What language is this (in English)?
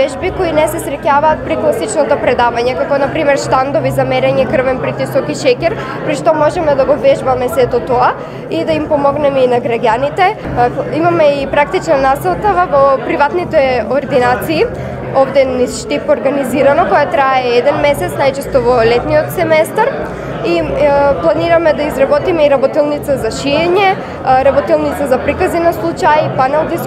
Macedonian